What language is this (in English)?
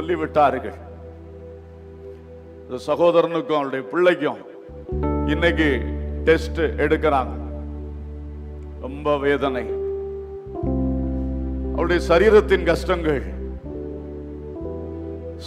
Tamil